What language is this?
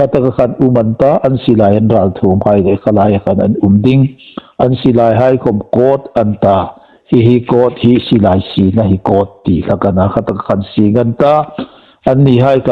Hmar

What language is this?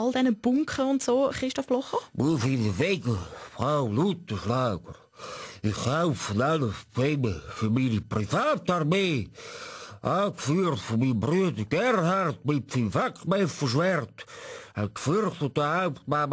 Swiss German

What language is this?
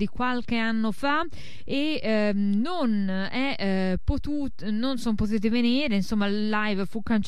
Italian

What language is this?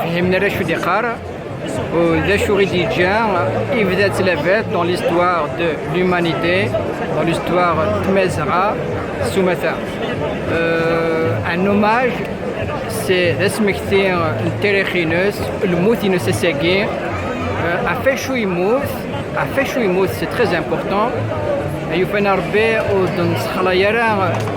Kabyle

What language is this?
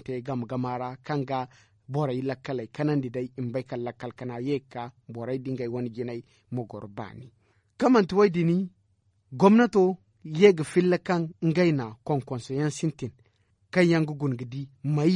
Zarma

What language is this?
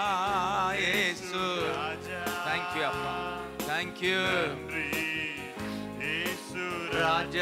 Tamil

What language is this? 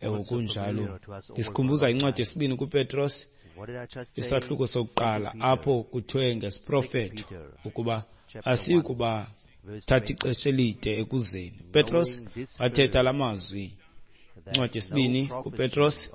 Xhosa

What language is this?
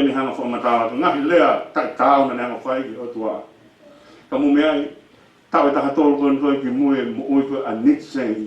Tongan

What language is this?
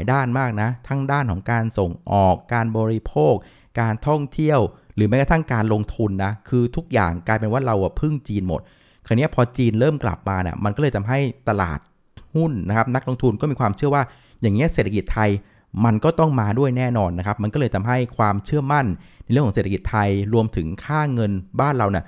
Thai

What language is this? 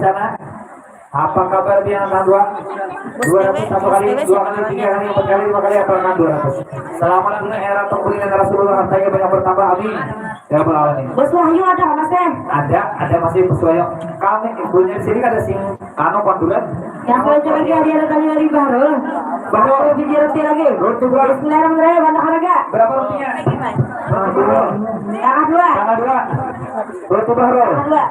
Banjar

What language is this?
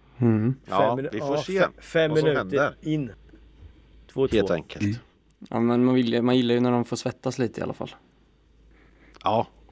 Swedish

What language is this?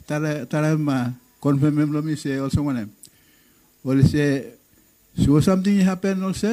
Bislama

